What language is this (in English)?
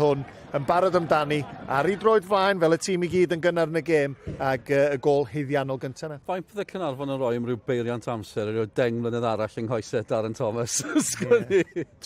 Welsh